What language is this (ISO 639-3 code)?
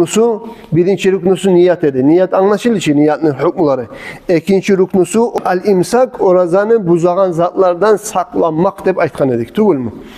kum